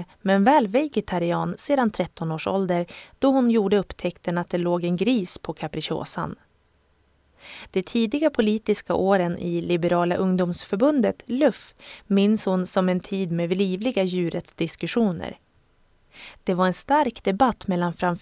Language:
Swedish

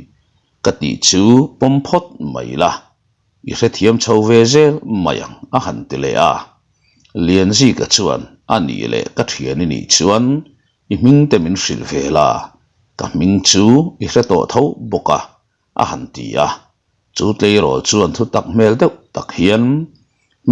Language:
Mizo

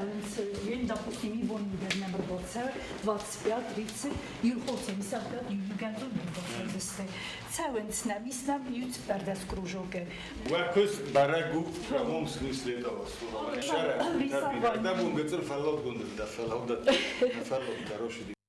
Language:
Ossetic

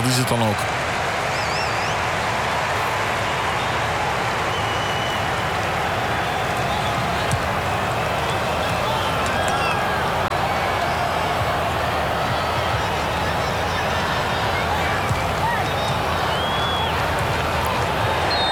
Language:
Dutch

